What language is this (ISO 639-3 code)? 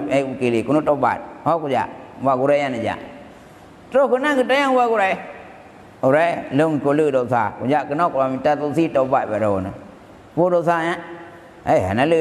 ace